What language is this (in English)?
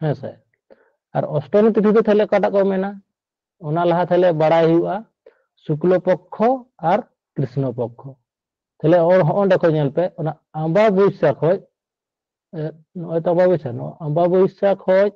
Santali